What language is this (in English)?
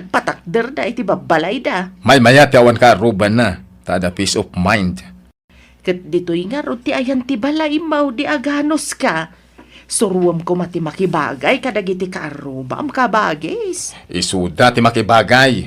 Iloko